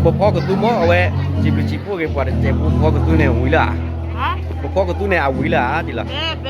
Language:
S'gaw Karen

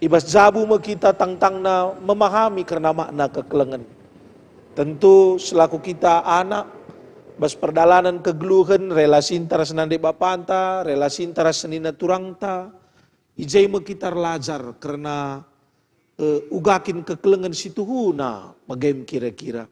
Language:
Batak Karo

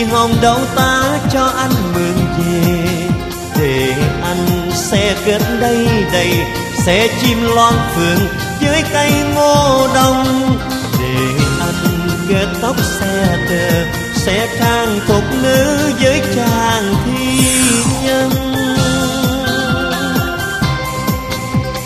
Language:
Vietnamese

